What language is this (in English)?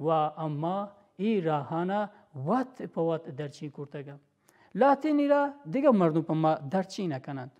Baluchi